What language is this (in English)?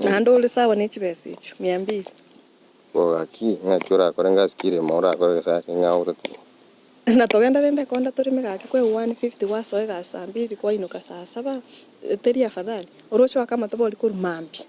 Gusii